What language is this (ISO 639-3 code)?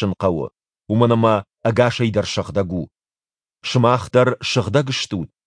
oss